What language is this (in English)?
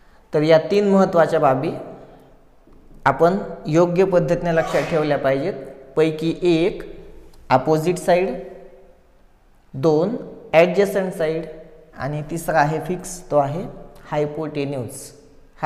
Marathi